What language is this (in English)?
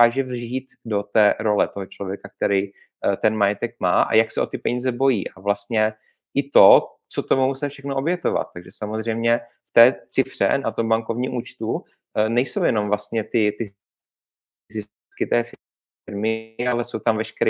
Czech